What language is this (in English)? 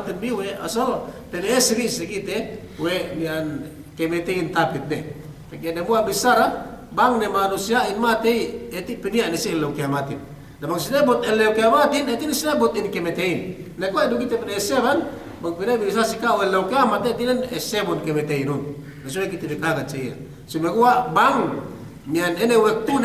Yakan